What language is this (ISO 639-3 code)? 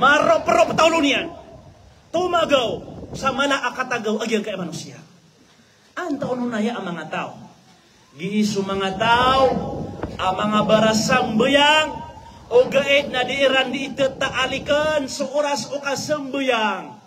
mrw